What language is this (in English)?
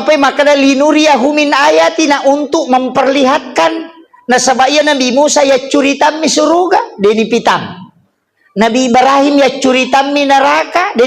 Buginese